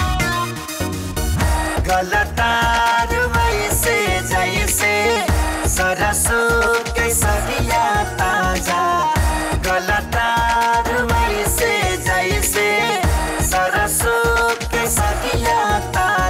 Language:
Bhojpuri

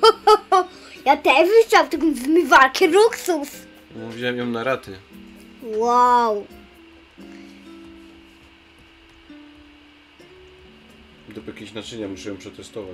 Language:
Polish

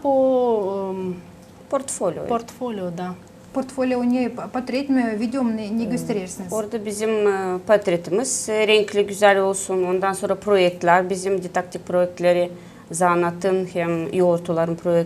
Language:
Gagauz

